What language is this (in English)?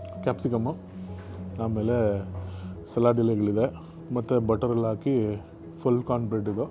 Kannada